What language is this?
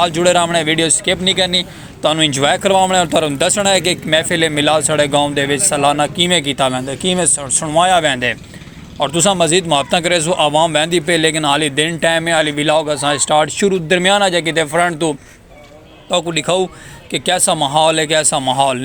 Saraiki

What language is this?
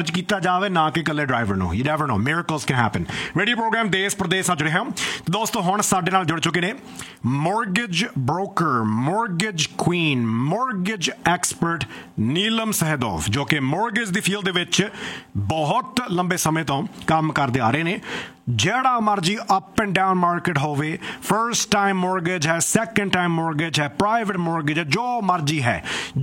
Punjabi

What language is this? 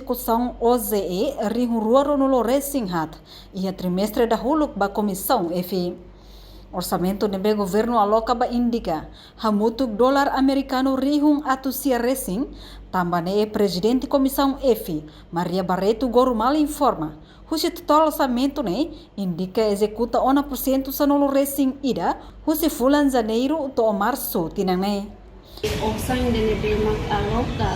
Tetum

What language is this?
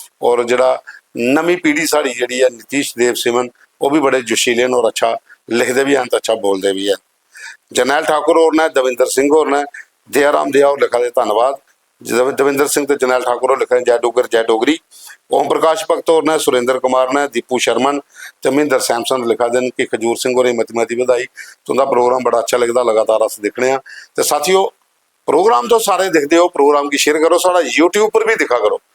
Dogri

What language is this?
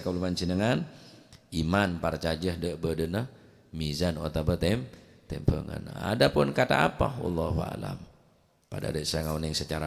Madurese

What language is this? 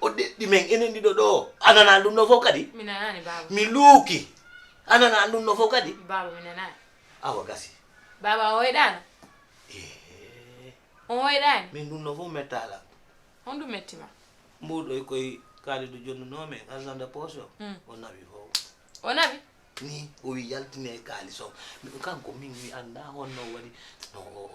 Fula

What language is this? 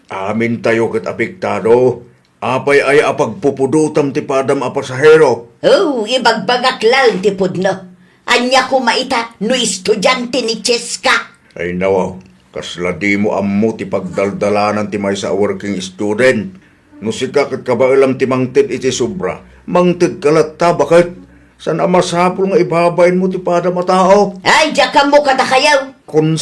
Iloko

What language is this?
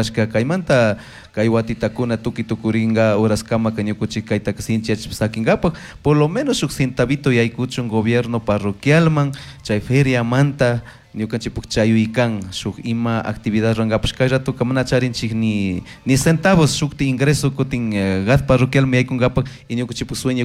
Chimborazo Highland Quichua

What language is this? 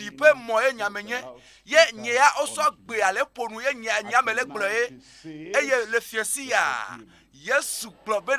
Ewe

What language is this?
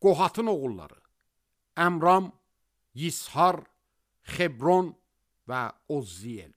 Azerbaijani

